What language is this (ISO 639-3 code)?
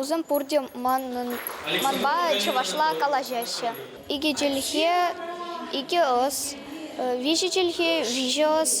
chv